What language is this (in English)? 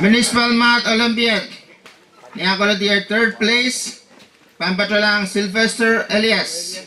Pohnpeian